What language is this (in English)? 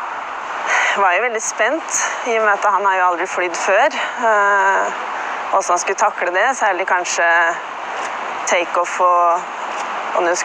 Norwegian